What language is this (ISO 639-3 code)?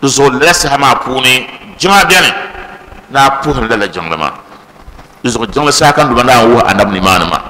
dag